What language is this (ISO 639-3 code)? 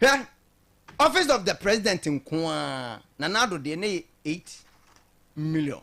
aka